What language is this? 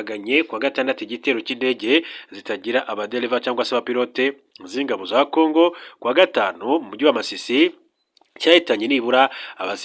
Kinyarwanda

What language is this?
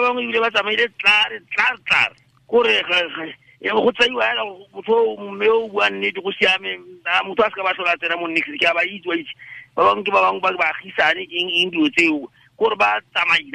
Tswana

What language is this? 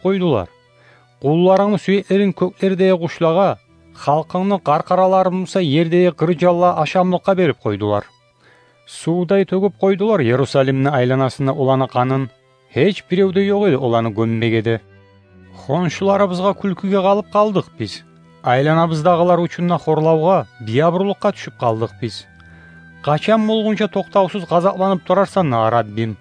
Kumyk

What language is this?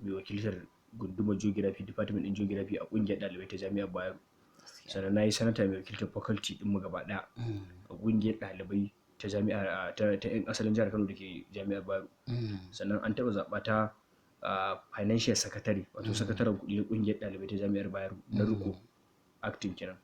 Hausa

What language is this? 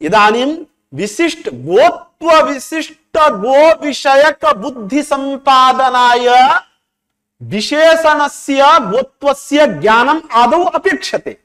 Sanskrit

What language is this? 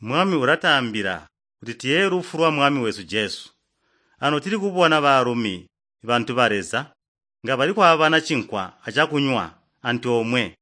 Tonga (Zambia)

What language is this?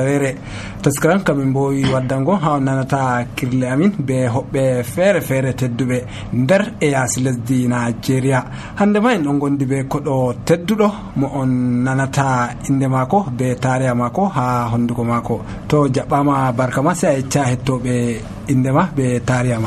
Nigerian Fulfulde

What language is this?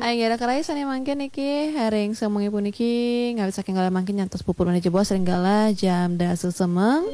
Balinese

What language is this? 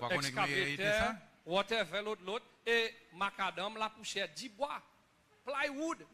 Seselwa Creole French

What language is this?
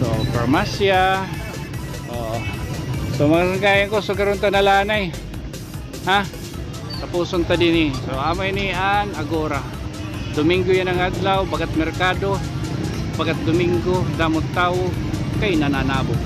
Waray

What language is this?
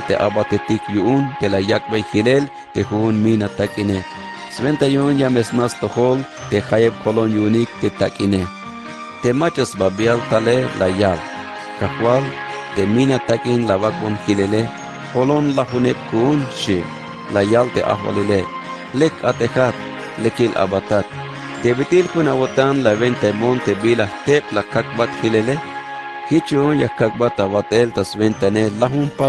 Tzeltal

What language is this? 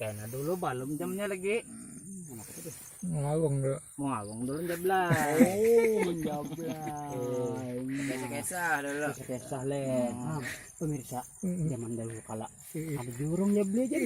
Banjar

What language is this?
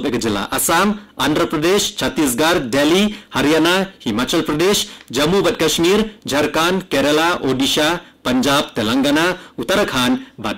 Khasi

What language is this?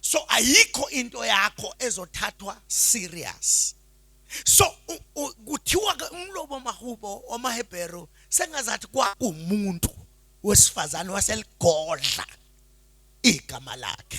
Zulu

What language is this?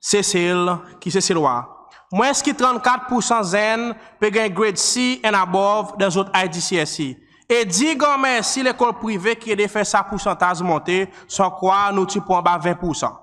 Seselwa Creole French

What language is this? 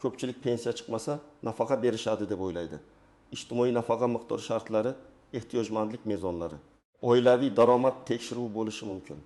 Uzbek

